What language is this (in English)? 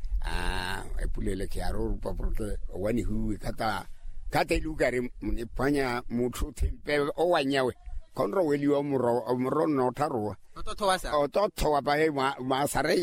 Makhuwa